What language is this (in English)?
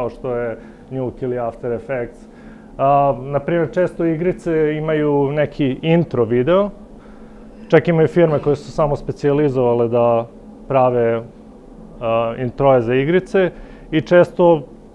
Serbian